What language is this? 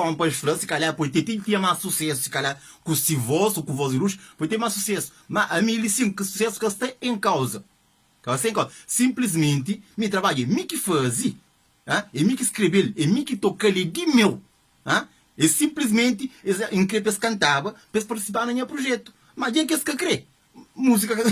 Kabuverdianu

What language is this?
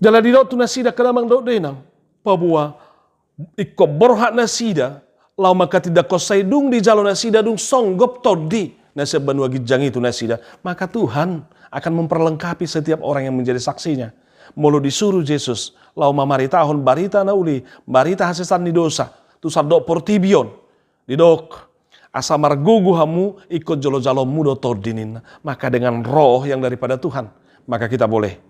Batak Toba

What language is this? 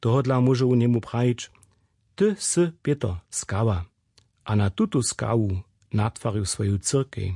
Upper Sorbian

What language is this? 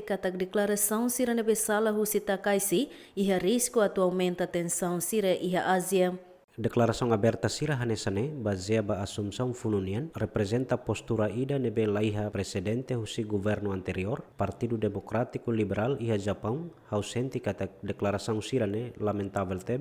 Tetum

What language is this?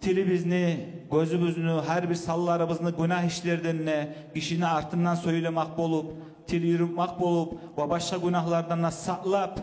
Kumyk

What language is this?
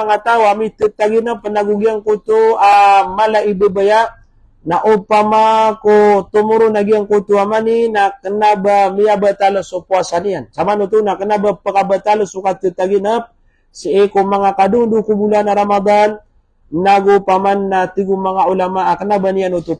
Maranao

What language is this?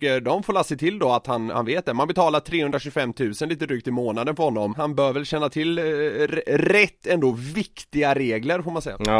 Swedish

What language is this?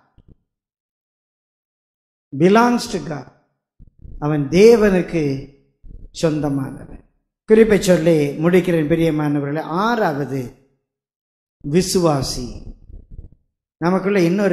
Tamil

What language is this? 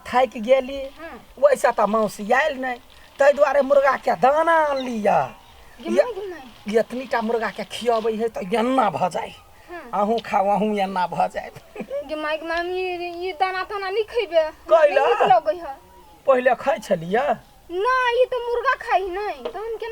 Maithili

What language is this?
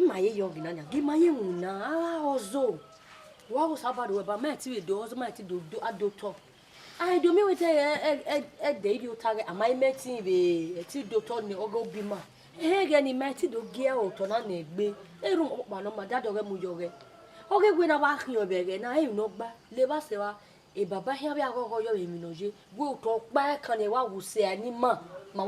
Bini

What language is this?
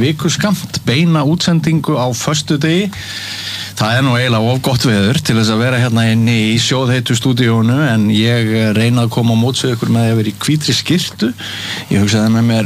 Icelandic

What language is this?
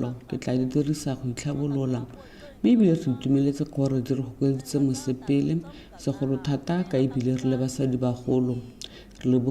Tswana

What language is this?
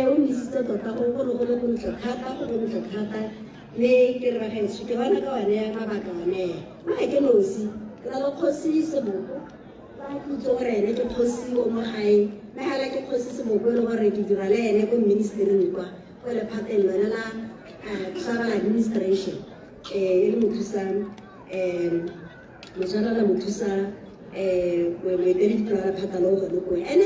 Tswana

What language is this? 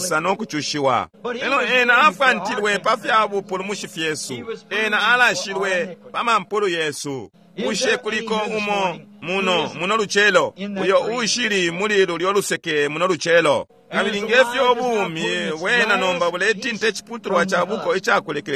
Bemba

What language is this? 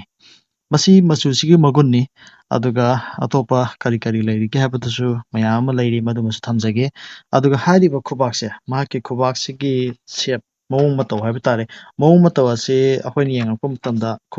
Manipuri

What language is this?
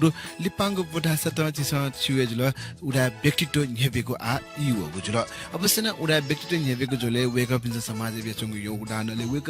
Newari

